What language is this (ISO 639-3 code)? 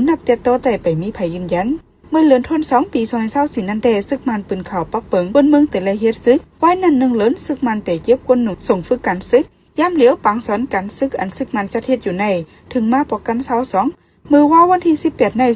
shn